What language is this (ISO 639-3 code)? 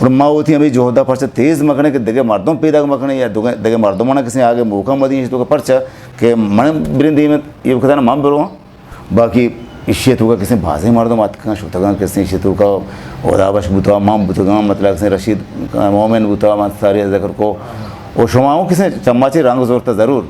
bgp